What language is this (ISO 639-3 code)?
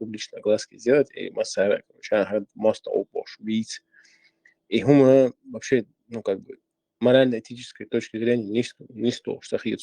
che